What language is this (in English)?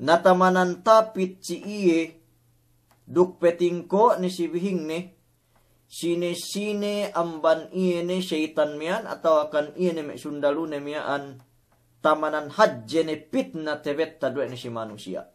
Yakan